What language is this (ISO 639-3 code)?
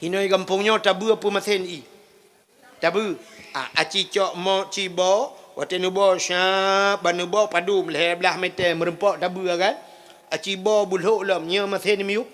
ace